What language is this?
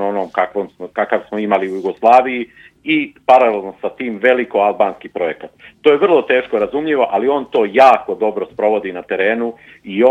Serbian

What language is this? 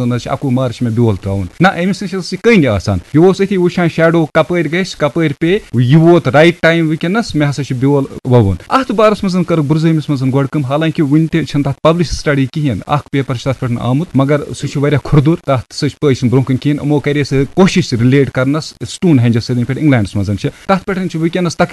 Kashmiri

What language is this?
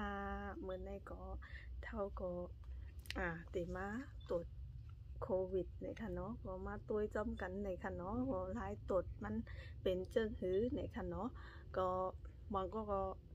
Shan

